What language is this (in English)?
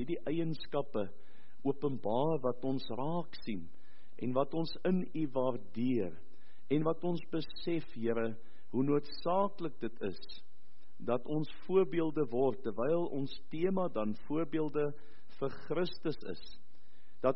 Afrikaans